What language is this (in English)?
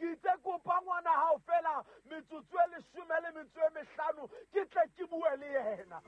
Southern Sotho